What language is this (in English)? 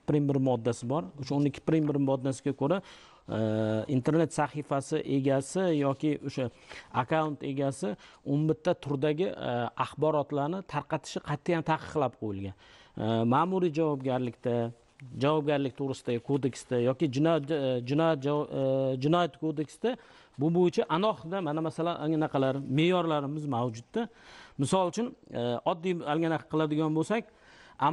Uzbek